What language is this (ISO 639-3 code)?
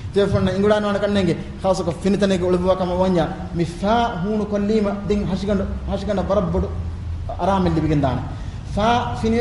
div